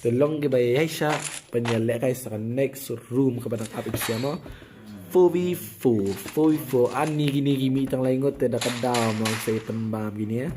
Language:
Khasi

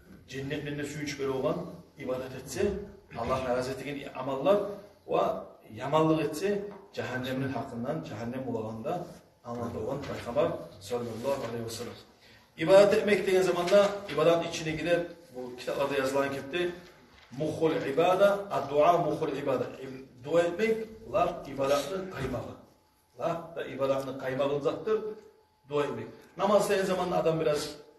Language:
Kumyk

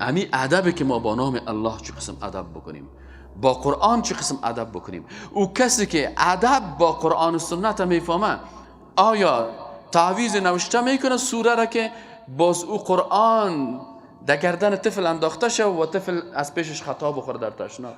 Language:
Persian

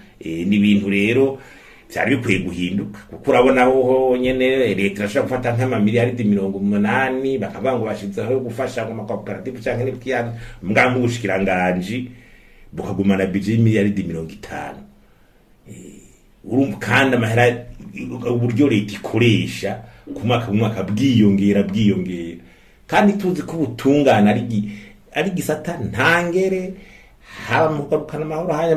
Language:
Rundi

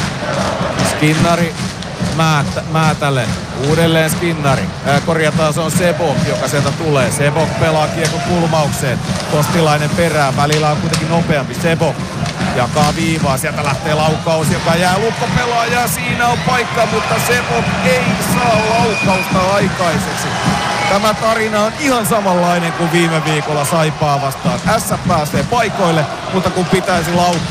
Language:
Finnish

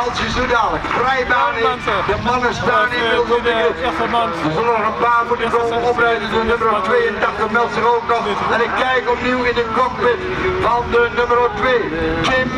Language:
Dutch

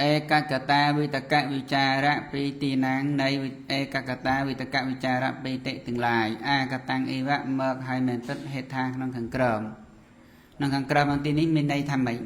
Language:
Khmer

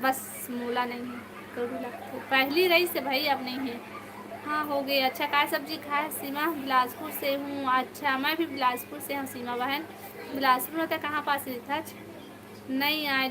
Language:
Chhattisgarhi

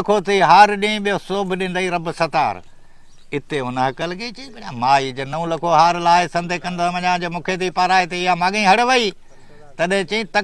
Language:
Sindhi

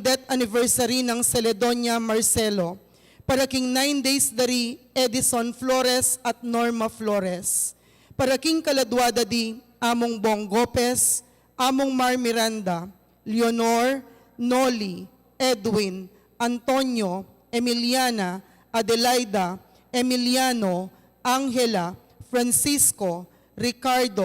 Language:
Pampanga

